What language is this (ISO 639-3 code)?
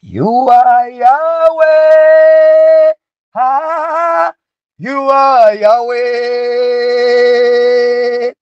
nya